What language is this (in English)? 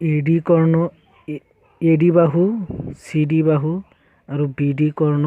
Assamese